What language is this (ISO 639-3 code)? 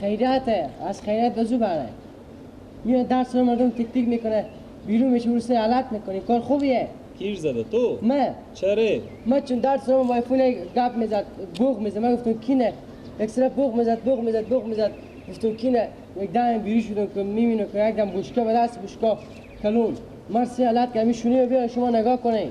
fas